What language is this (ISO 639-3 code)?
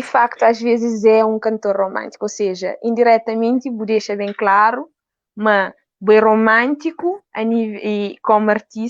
kea